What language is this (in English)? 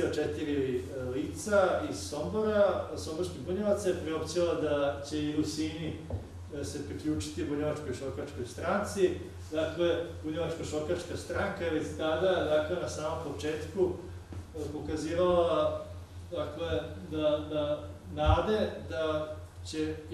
Croatian